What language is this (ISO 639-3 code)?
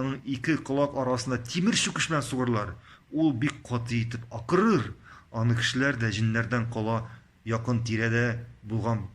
tat